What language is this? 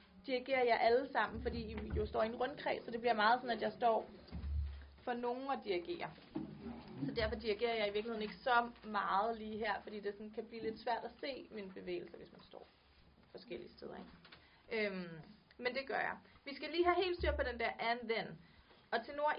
Danish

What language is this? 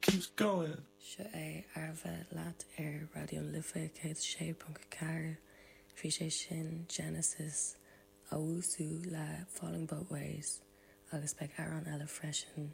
Irish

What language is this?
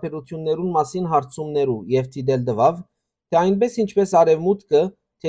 Western Armenian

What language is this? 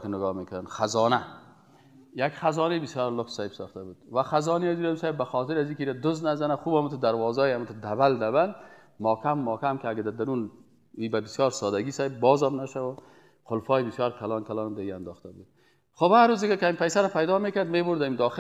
Persian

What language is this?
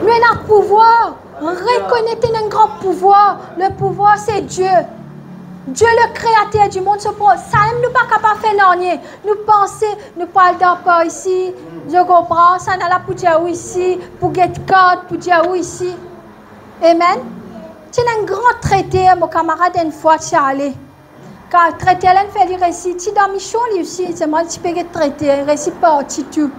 Morisyen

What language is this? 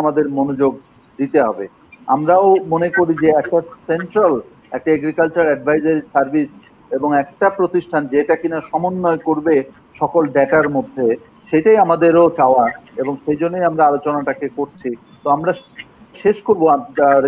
Bangla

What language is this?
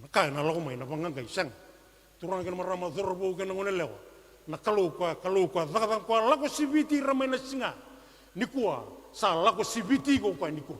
Fijian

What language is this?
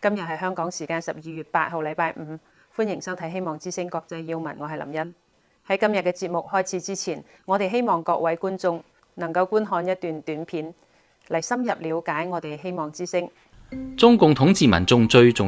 Cantonese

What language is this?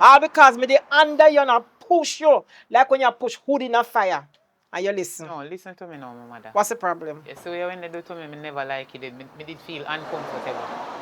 Jamaican Creole English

